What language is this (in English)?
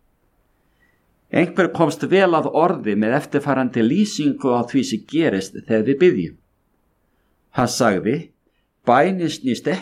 Icelandic